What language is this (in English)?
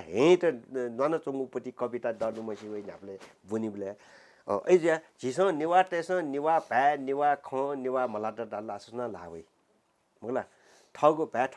Newari